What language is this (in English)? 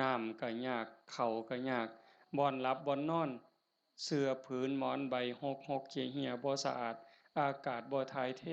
Northeastern Thai